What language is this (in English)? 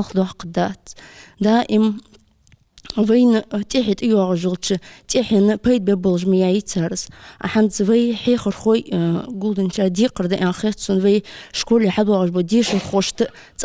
Ingush